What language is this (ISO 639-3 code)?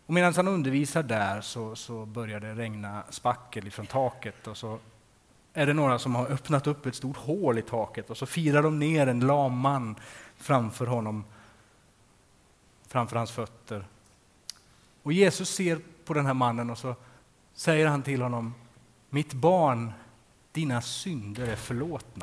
swe